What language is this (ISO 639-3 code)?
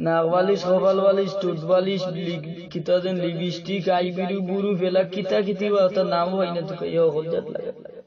syl